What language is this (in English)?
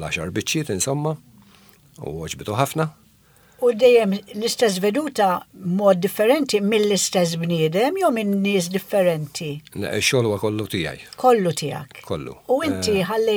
Maltese